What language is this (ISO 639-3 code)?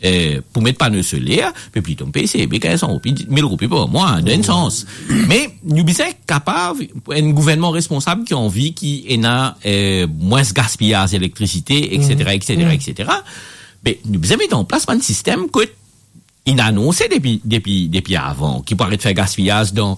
mfe